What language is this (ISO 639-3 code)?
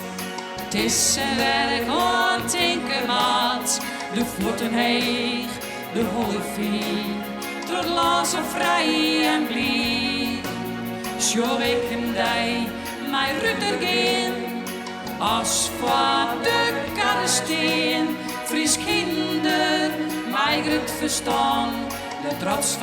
fry